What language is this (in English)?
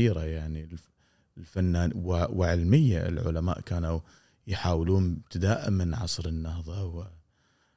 Gulf Arabic